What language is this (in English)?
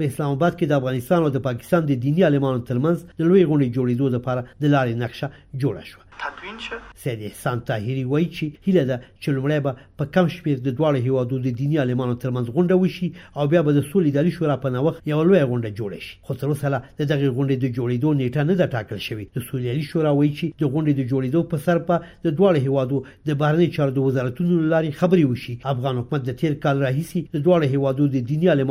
Pashto